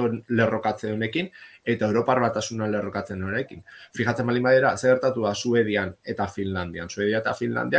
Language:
Basque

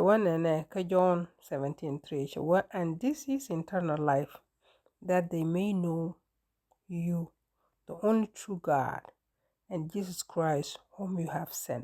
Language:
Nuer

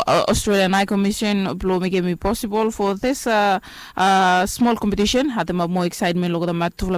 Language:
Bislama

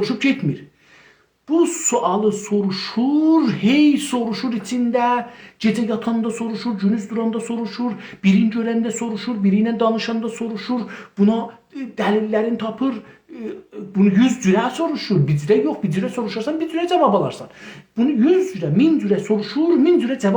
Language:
South Azerbaijani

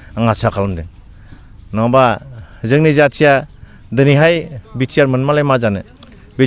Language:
Bodo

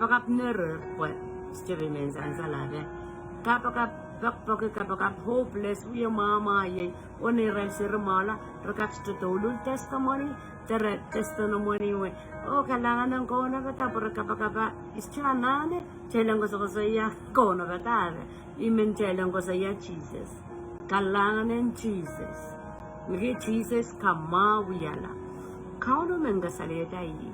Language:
Pohnpeian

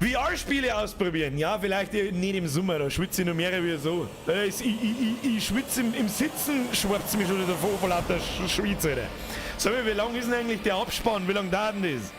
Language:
Bavarian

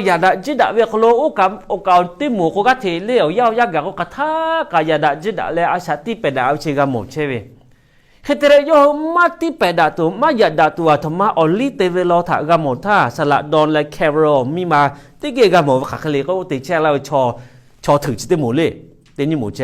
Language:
Lahu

